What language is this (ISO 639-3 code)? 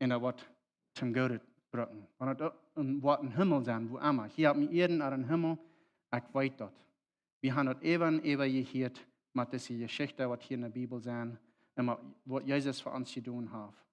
pdt